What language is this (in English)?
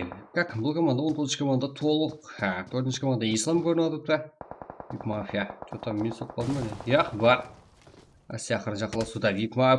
Kara-Kalpak